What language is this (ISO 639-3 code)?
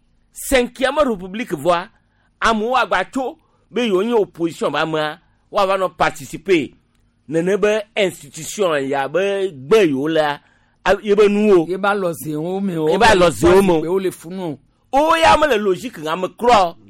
gej